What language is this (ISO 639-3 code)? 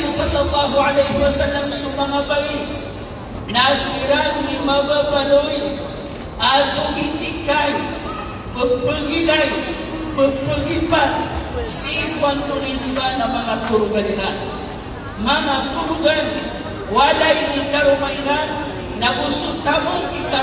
mrw